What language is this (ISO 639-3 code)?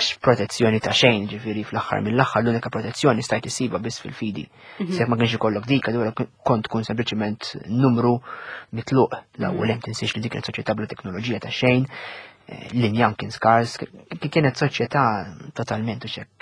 mlt